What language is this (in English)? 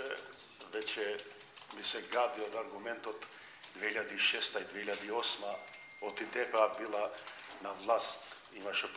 Macedonian